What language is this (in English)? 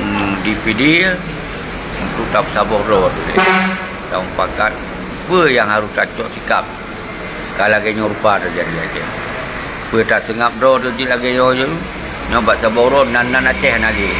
Achinese